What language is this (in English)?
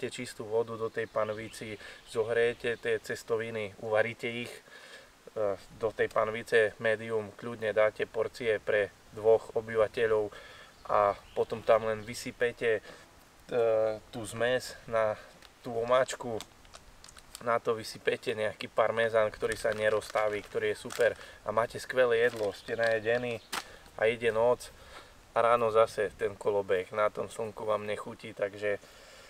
Slovak